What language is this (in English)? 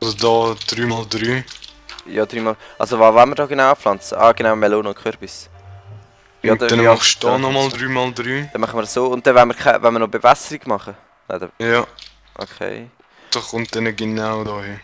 Swiss German